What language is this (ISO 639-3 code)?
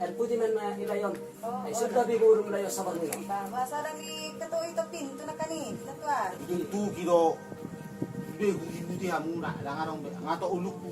bbc